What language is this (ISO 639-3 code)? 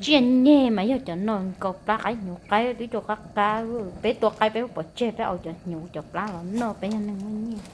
hmn